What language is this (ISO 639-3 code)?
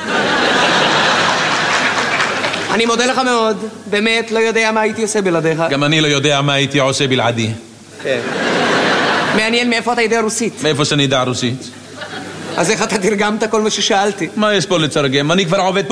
heb